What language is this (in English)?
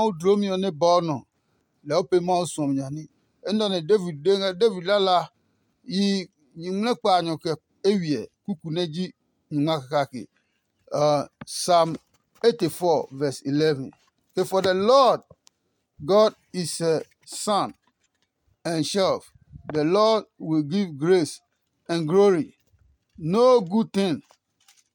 Adangme